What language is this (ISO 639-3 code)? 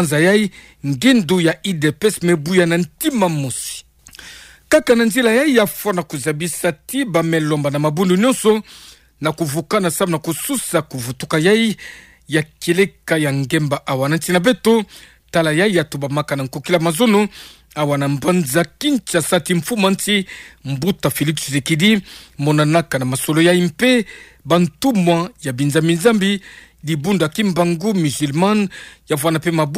ktu